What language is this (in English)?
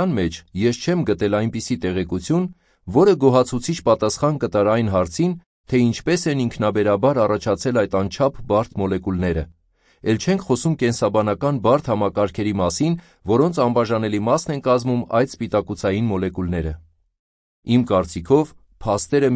Armenian